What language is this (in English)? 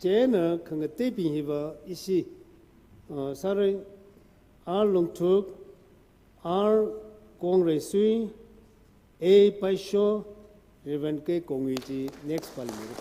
Tangkhul Naga (India)